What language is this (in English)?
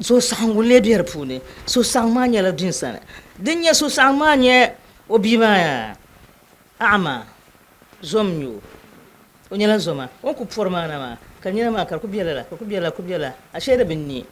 Dagbani